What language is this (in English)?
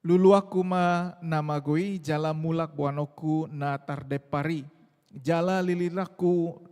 Batak Toba